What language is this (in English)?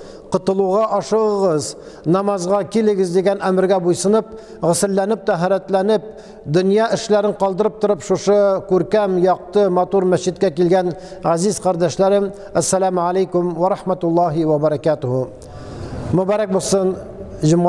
Tatar